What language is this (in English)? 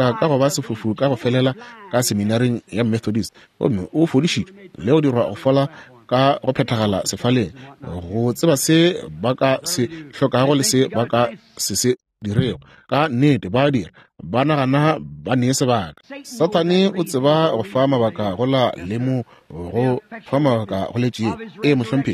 Northern Sotho